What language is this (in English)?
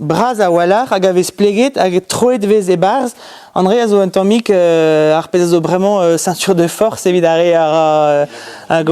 Breton